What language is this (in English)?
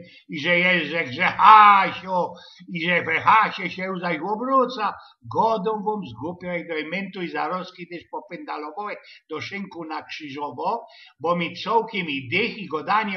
Silesian